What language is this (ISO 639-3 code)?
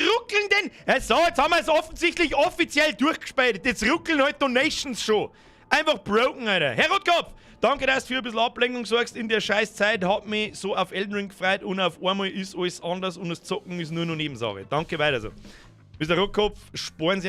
bar